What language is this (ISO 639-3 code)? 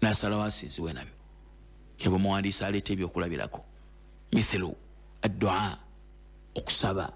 lug